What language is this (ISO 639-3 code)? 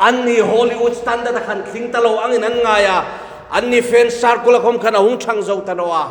hmr